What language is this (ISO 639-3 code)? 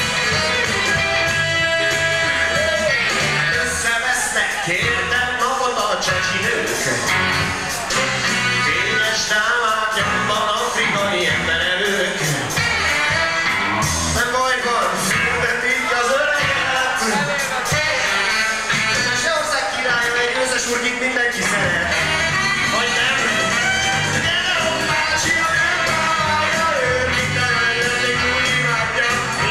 hun